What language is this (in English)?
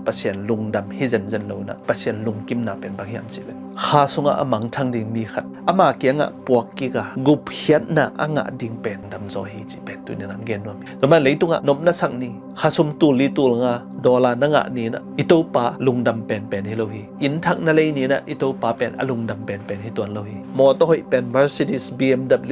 Tedim Chin